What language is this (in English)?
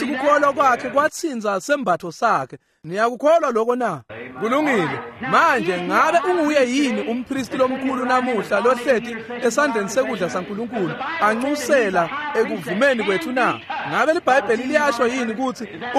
Swati